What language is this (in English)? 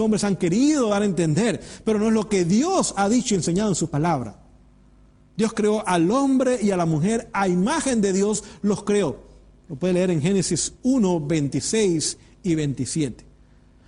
Spanish